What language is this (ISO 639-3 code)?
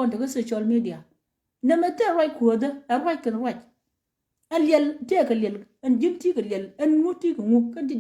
nus